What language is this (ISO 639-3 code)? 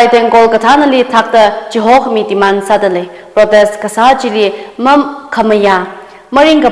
nmf